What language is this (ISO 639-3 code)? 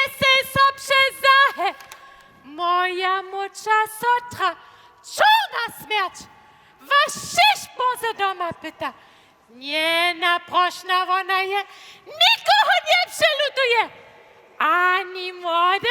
hsb